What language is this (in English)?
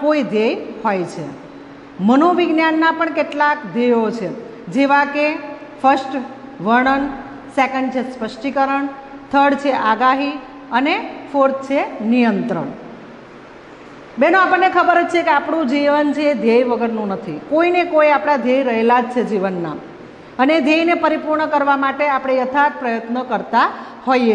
Gujarati